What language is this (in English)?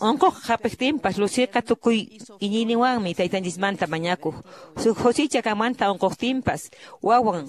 Quechua